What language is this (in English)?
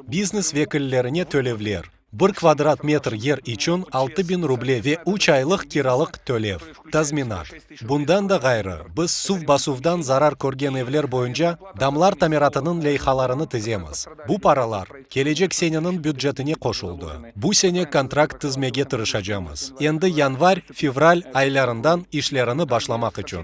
Crimean Tatar